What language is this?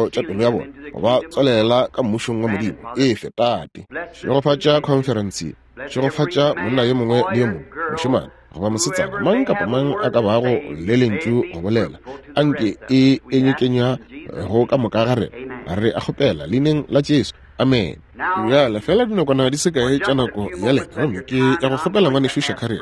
Northern Sotho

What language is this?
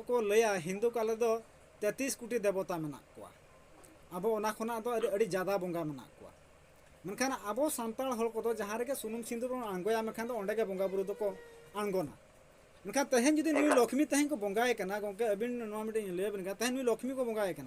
Santali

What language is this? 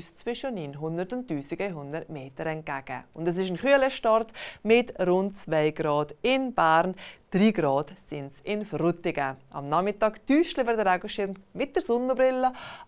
Swiss German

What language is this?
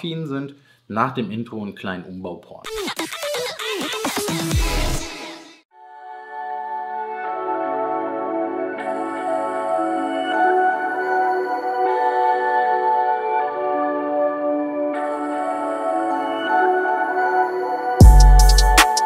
German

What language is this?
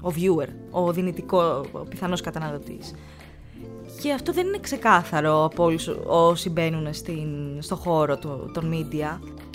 Greek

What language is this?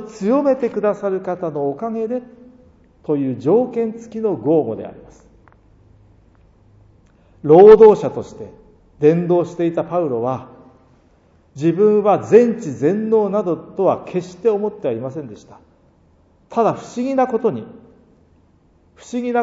Japanese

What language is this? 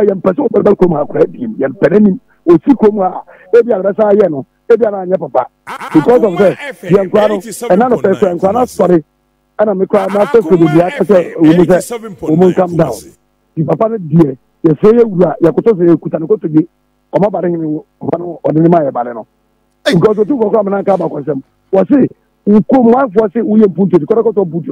Akan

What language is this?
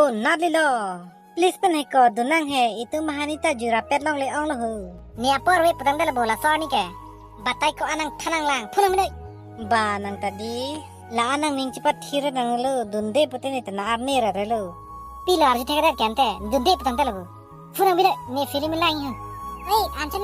Karbi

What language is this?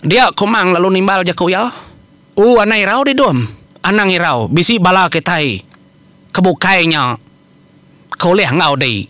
Iban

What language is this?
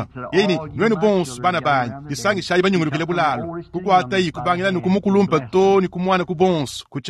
Luba-Lulua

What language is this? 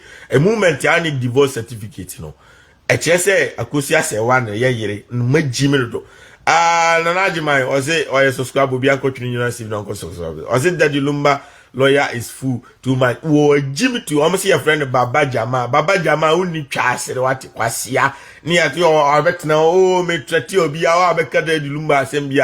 Akan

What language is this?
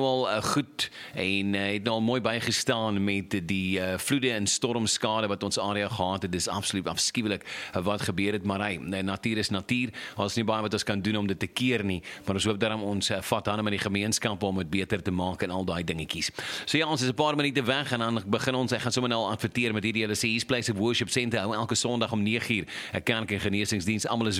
Afrikaans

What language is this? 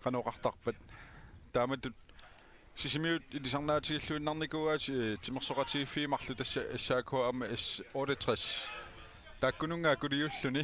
Kalaallisut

